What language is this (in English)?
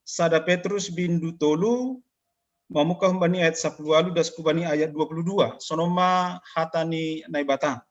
Batak Simalungun